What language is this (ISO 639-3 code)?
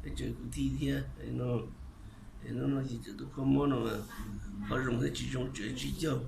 hmn